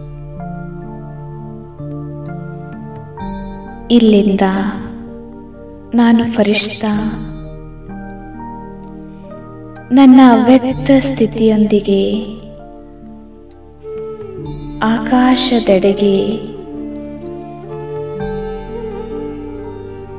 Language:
Kannada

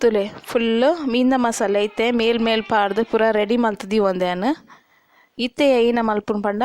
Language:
Tulu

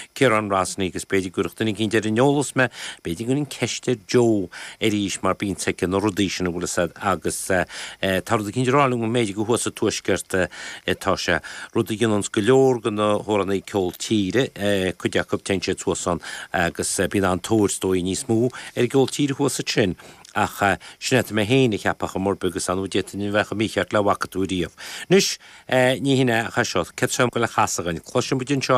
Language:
Irish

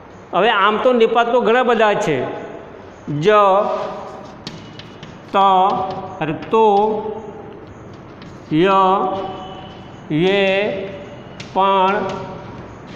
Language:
Gujarati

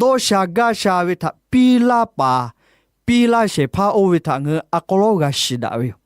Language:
Lahu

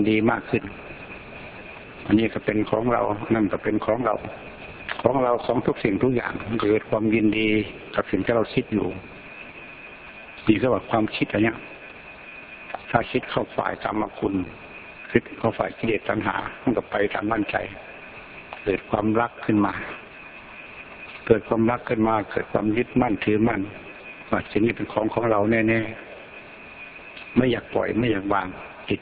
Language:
Thai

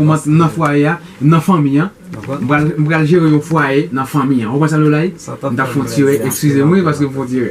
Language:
Haitian Creole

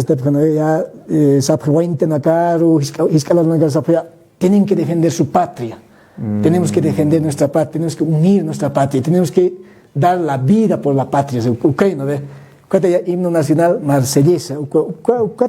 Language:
Aymara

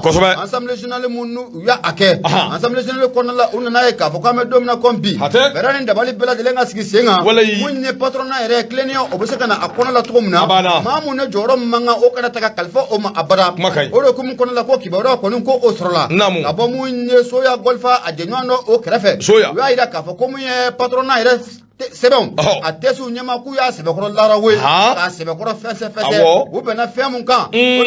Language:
Bambara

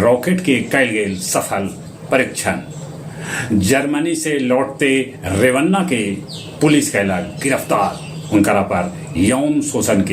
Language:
Magahi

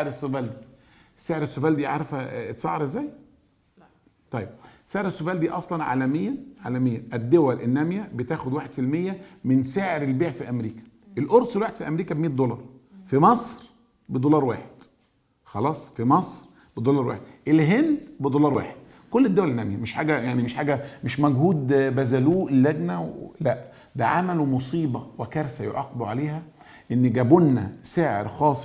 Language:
Egyptian Arabic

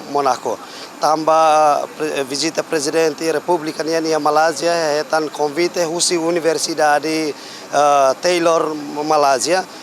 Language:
Tetum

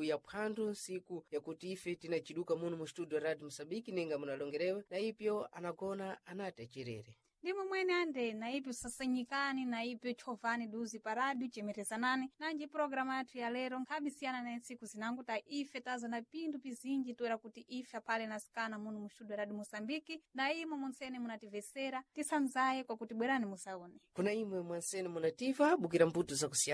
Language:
Sena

